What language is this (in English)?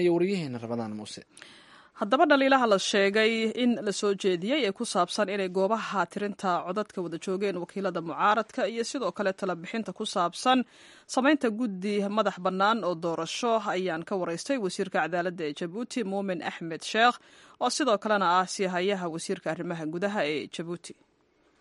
Somali